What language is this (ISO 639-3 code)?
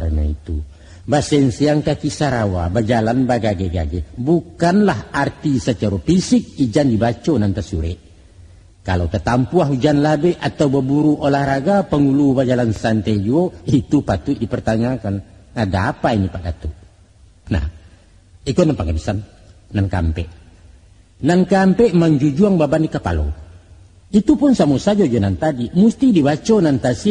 min